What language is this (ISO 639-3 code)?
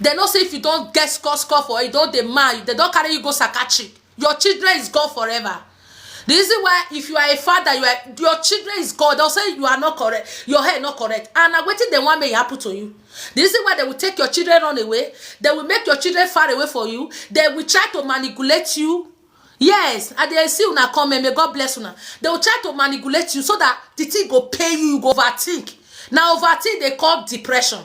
pcm